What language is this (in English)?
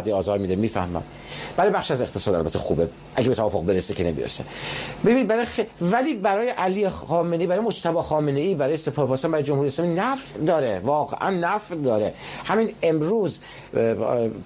Persian